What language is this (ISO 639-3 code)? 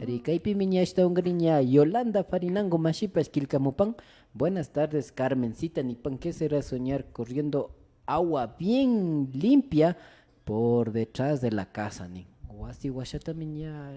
qvi